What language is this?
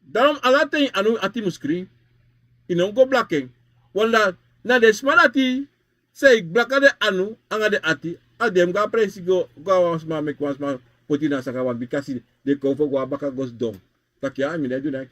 Sranan Tongo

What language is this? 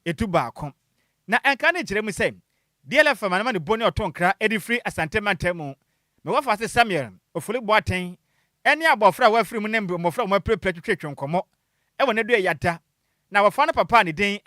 Akan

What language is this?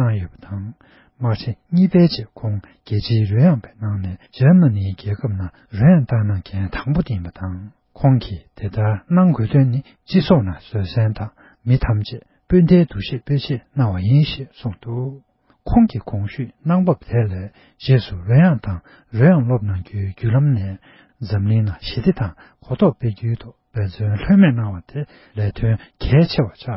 Tibetan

